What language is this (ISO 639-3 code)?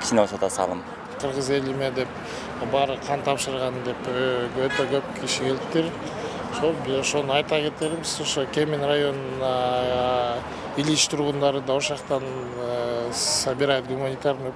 kir